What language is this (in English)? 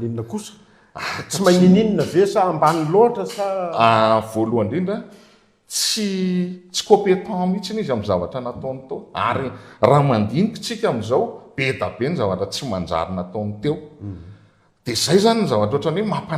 Malagasy